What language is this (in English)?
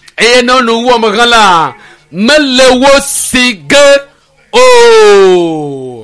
Ewe